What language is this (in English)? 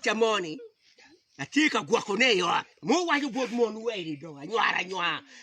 Acoli